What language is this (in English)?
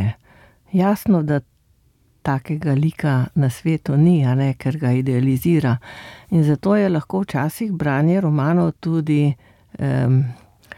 Slovenian